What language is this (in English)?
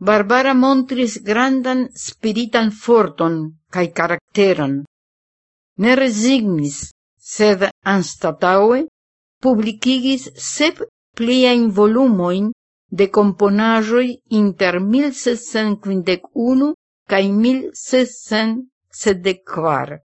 Esperanto